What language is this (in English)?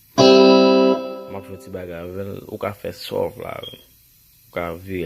Haitian Creole